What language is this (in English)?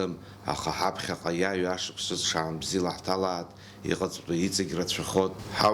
Abkhazian